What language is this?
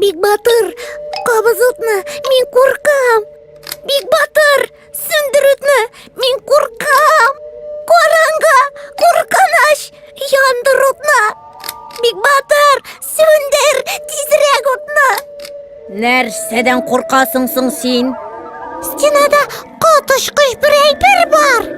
Tatar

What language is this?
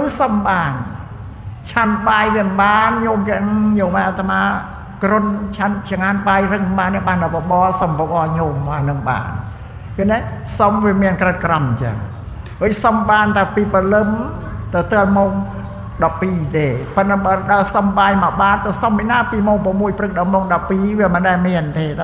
Khmer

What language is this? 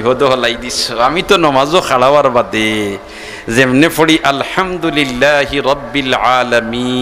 Sylheti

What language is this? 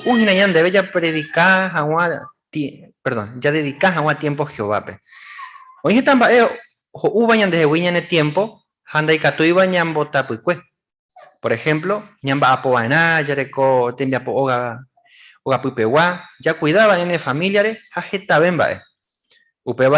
Guarani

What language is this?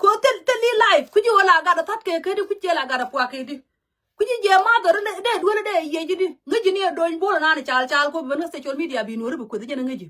Nuer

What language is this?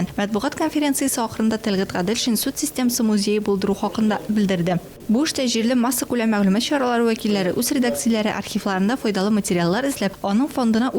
Tatar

